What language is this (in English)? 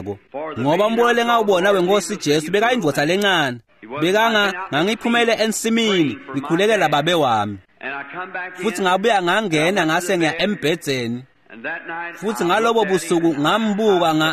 Swati